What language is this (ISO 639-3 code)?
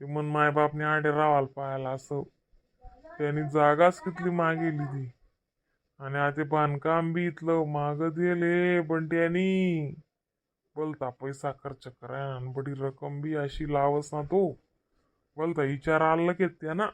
khn